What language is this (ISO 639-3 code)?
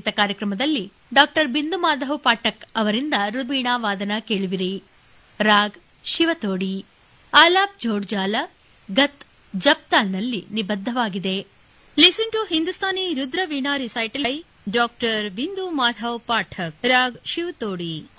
kan